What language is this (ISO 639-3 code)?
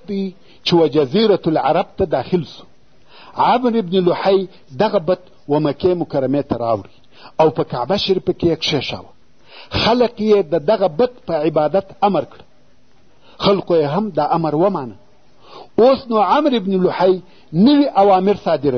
pus